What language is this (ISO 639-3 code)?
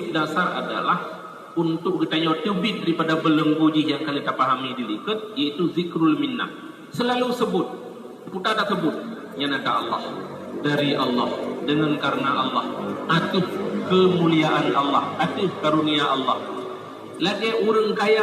ace